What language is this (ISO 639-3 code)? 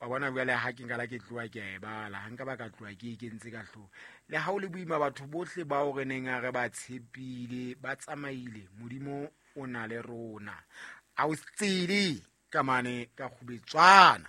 sot